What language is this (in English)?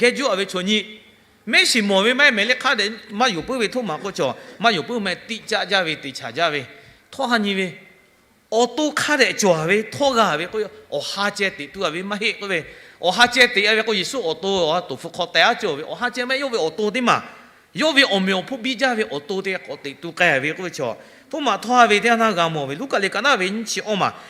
Lahu